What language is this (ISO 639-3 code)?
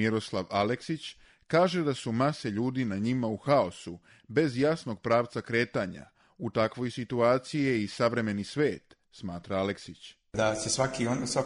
srp